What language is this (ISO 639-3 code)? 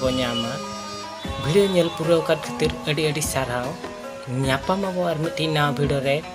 sat